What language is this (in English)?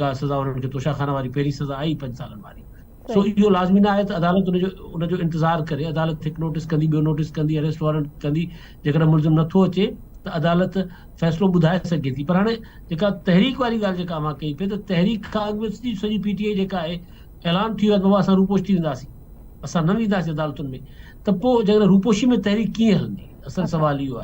Sindhi